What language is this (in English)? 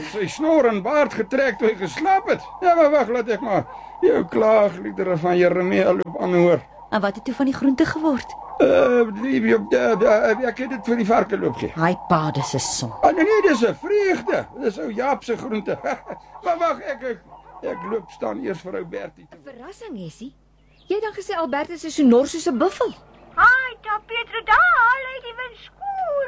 Afrikaans